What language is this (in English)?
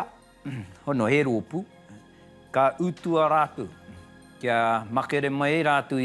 Māori